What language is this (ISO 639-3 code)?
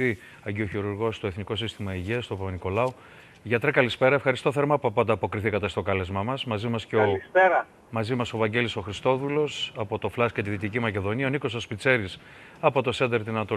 ell